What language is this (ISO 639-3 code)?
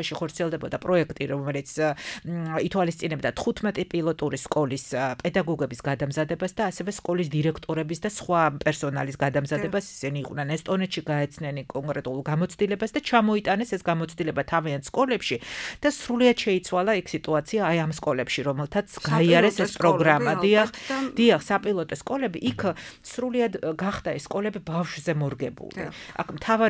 kat